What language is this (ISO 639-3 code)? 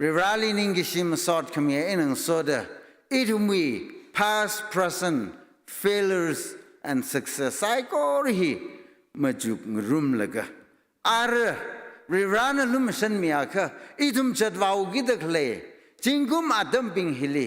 nmf